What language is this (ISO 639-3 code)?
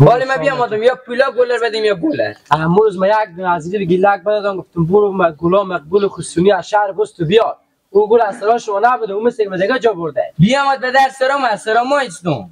fas